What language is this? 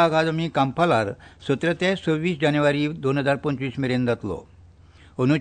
Konkani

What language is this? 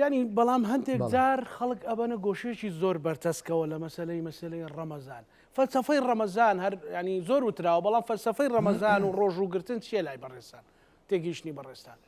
Central Kurdish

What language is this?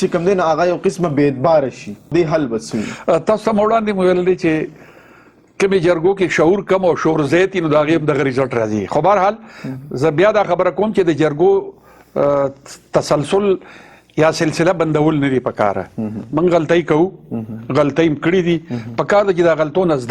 Pashto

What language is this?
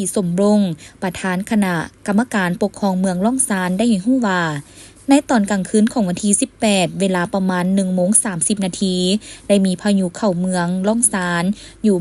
Lao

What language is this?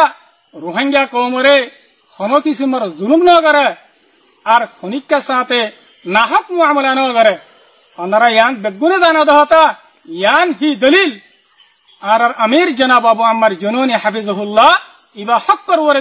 Rohingya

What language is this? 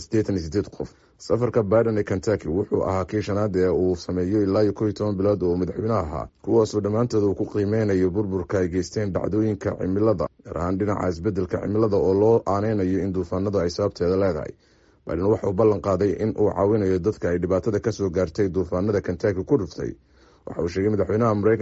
Somali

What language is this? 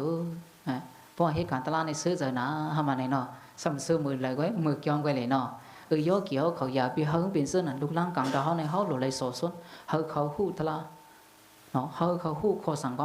Shan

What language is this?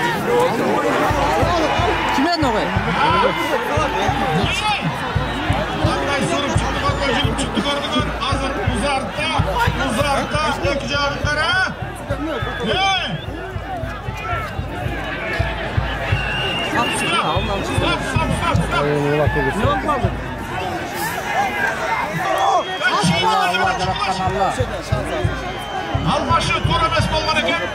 Kyrgyz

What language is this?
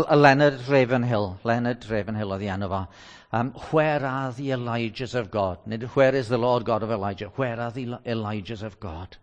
Welsh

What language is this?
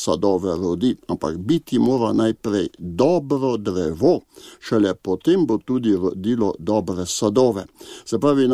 Slovenian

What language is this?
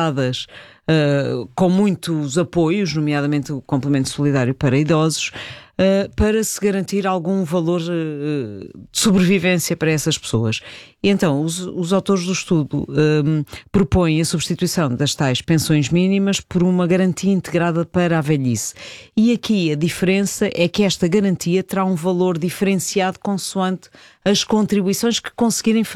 Portuguese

